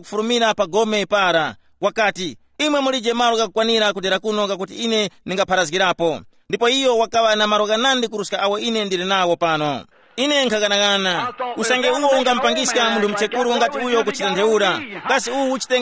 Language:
Tumbuka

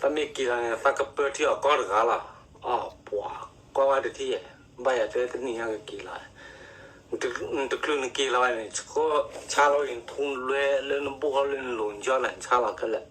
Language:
S'gaw Karen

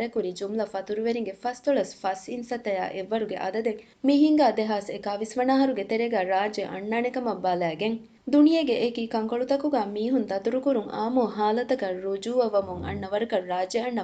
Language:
Divehi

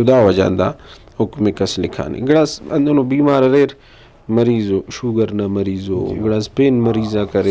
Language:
Brahui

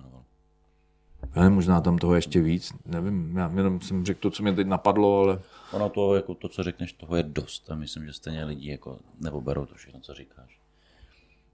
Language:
Czech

